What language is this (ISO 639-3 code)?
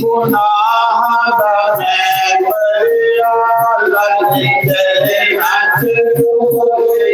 doi